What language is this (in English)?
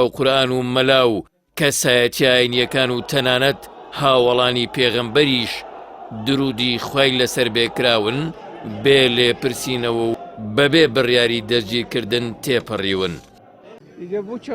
Central Kurdish